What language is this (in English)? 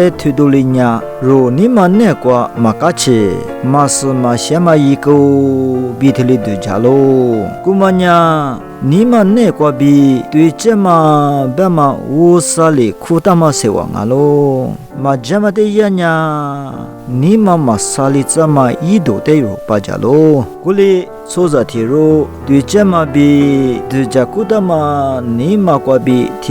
Lisu